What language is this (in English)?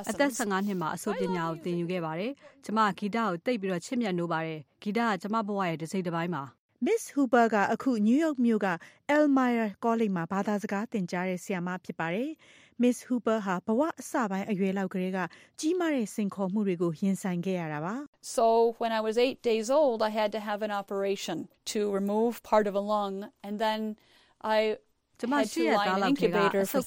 Burmese